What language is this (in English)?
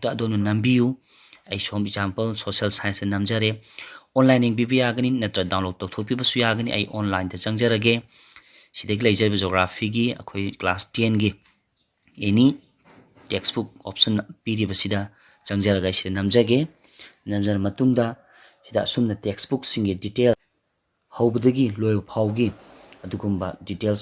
Manipuri